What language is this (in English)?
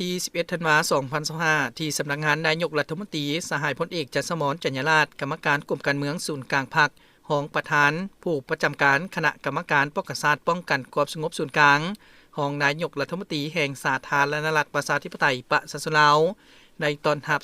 Lao